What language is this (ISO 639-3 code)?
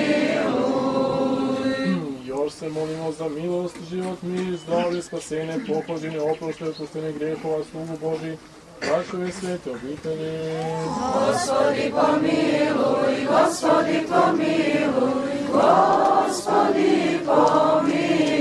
srp